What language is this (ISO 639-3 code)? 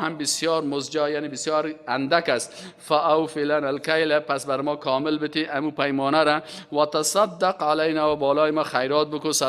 fas